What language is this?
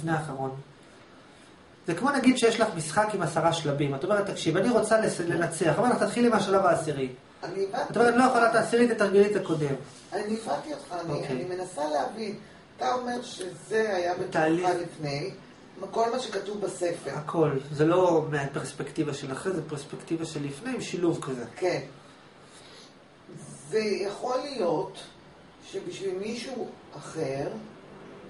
Hebrew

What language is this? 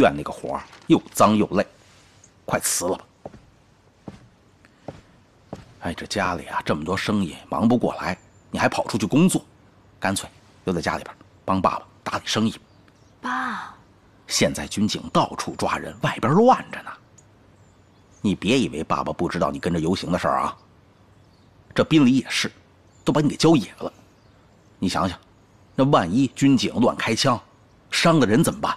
Chinese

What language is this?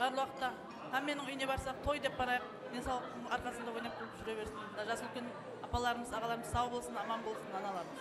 Kara-Kalpak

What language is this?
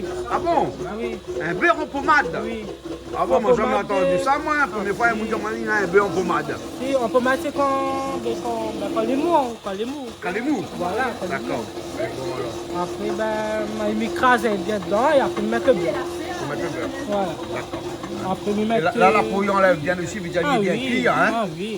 Réunion Creole French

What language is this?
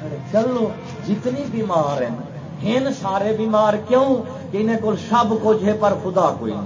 Saraiki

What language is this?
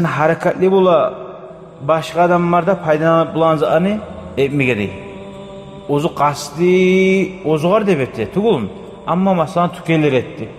Kumyk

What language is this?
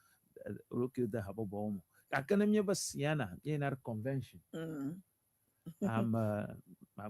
Ewe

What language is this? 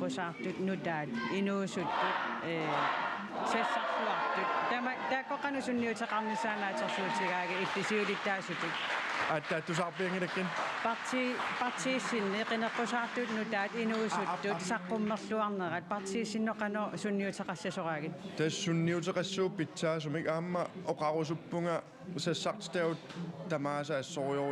Kalaallisut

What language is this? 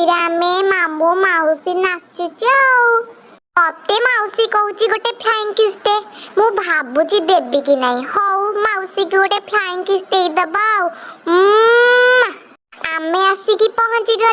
Odia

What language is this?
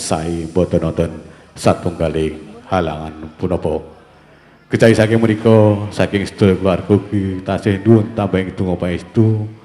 Javanese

